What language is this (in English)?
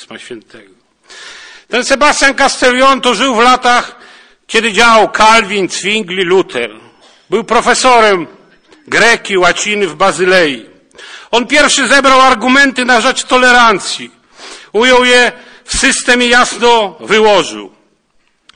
Polish